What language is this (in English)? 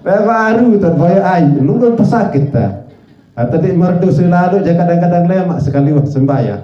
Sasak